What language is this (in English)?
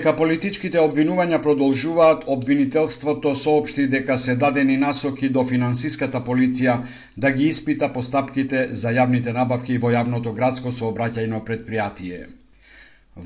Macedonian